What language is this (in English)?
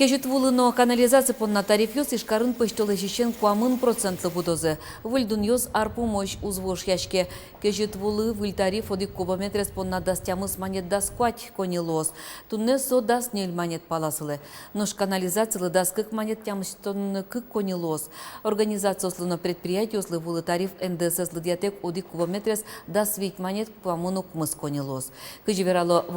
Udmurt